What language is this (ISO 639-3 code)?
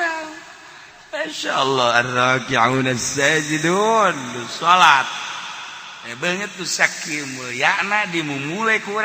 sun